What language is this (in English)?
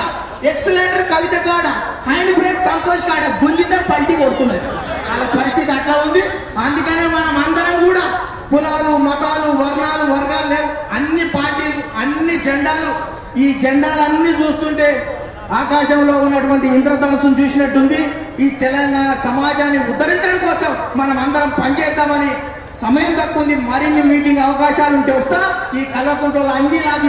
Telugu